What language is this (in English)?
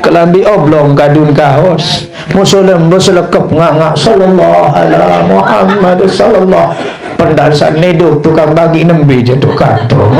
Sasak